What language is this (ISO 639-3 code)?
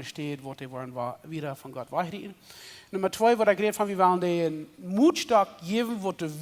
pdt